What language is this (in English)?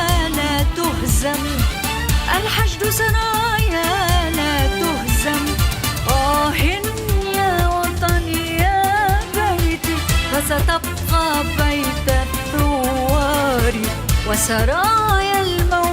Kurdish